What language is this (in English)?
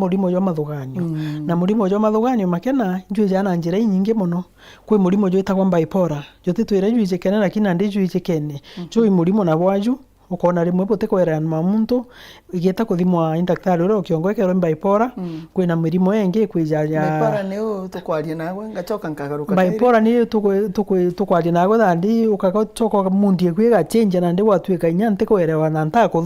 Meru